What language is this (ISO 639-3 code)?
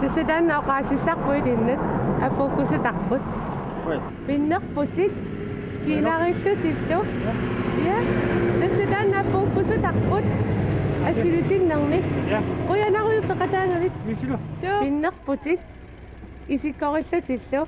kal